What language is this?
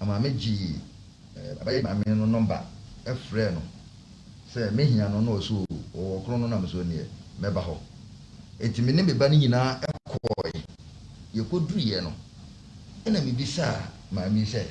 Akan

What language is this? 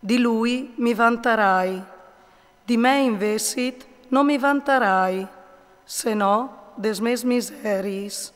Friulian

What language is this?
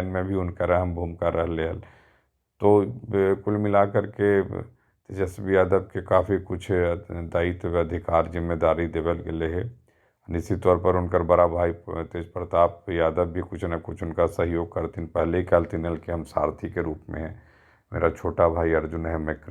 Magahi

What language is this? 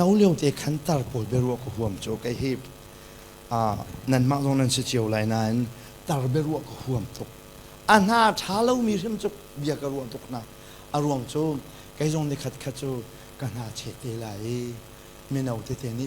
Hakha Chin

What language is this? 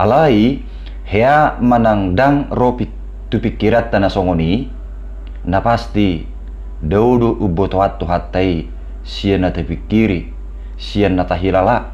Batak Toba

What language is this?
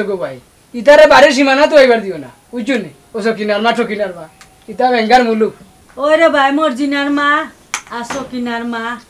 Sylheti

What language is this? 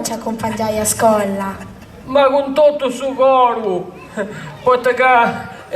Sardinian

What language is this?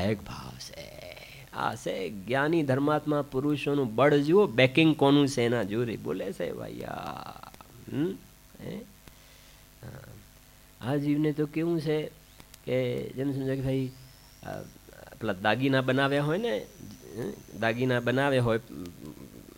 Gujarati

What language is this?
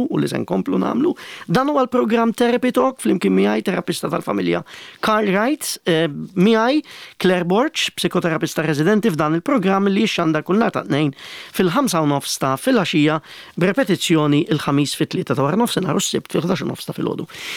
Maltese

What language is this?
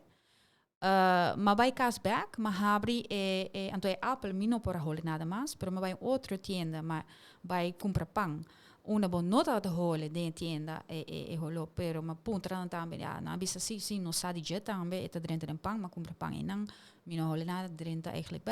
Papiamento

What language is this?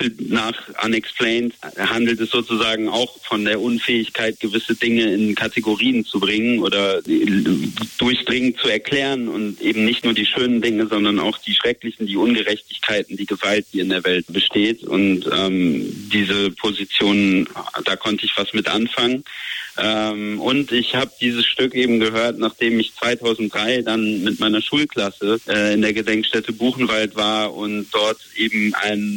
German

